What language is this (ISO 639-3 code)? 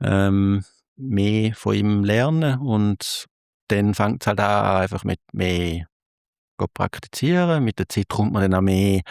gsw